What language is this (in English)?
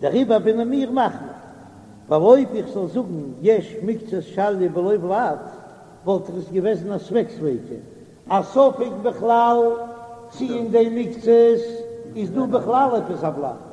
Yiddish